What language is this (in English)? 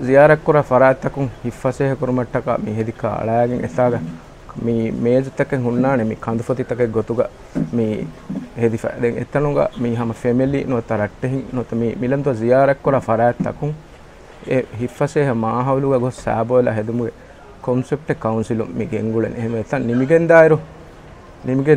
Divehi